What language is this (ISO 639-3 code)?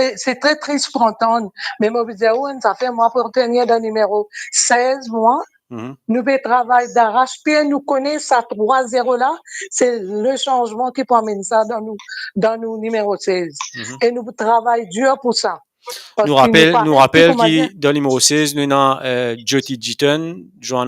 mfe